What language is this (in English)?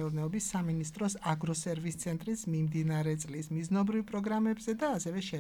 Georgian